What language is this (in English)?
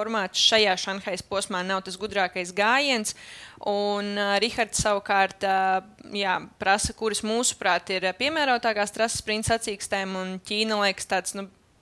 Latvian